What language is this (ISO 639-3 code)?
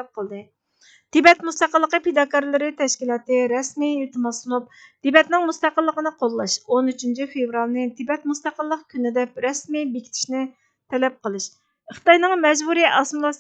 uig